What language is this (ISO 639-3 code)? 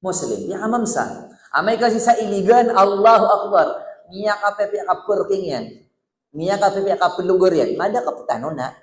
mrw